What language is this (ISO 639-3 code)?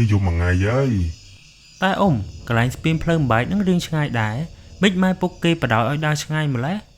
khm